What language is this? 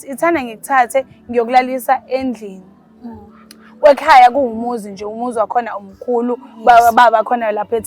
Zulu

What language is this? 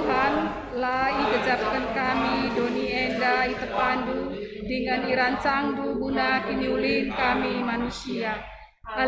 Batak Karo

